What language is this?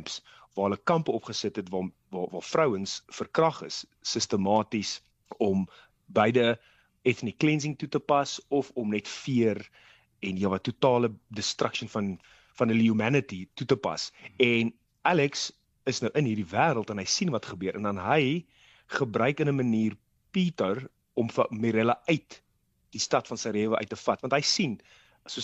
Afrikaans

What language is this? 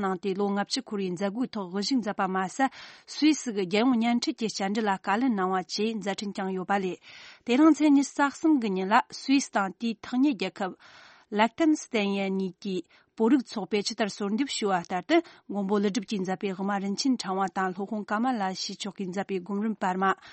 Tibetan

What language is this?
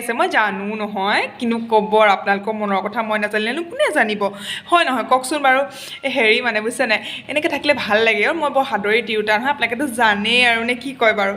Assamese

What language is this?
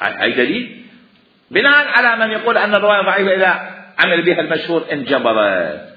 Mesopotamian Arabic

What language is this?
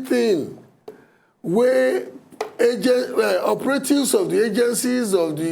Nigerian Pidgin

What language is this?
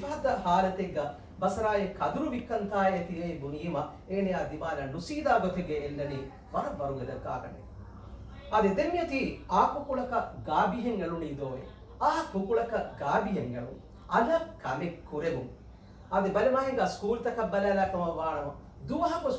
Divehi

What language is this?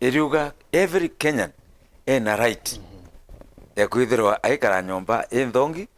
Meru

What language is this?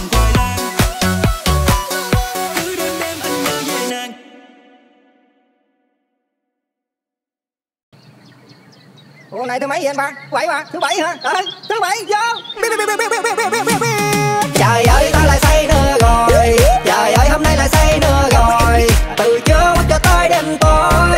Vietnamese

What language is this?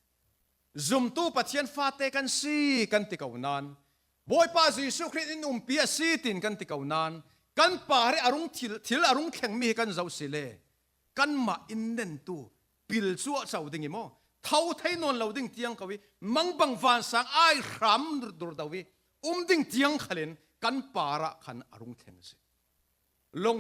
Falam Chin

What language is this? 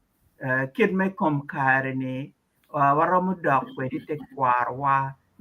Acoli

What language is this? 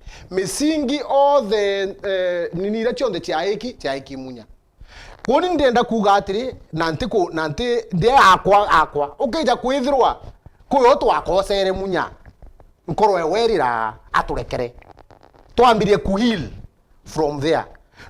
Meru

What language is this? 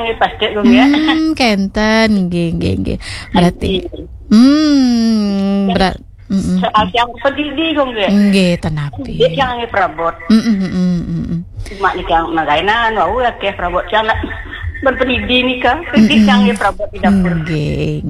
Balinese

